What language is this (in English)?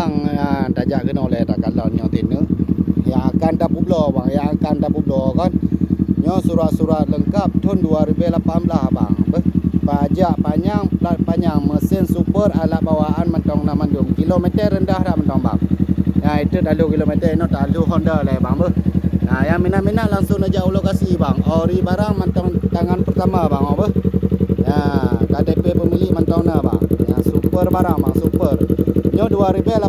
Achinese